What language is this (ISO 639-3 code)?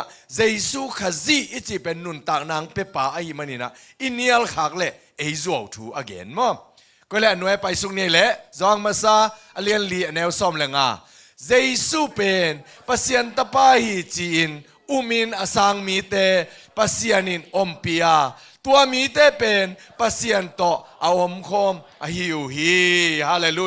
ctd